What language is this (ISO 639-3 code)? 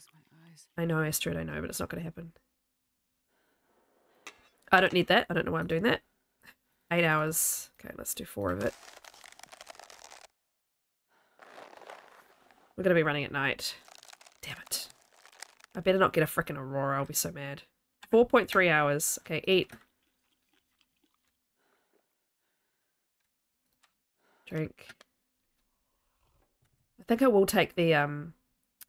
eng